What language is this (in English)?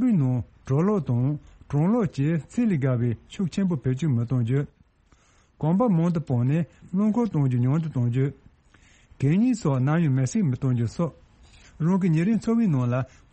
Tibetan